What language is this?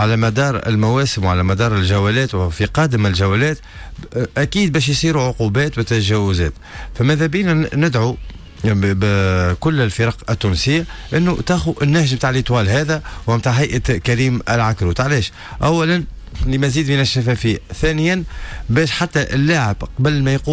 Tunisian Arabic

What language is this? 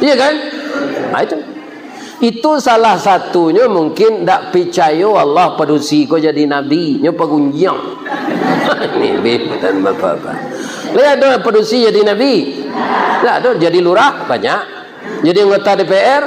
Minangkabau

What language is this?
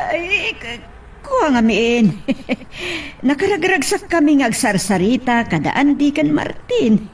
Iloko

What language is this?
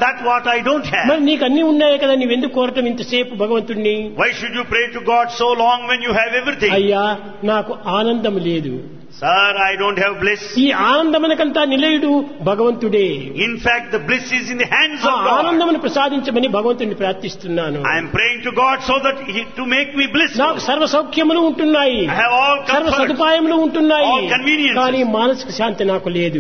Telugu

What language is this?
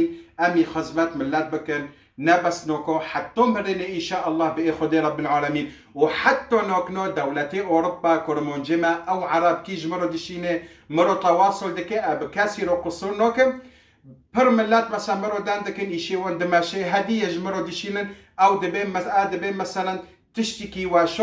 Kurdish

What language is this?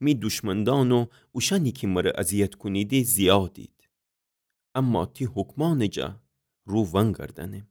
Gilaki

